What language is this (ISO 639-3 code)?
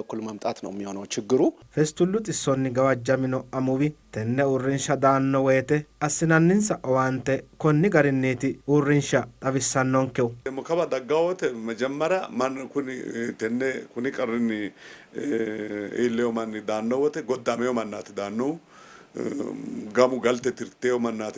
sid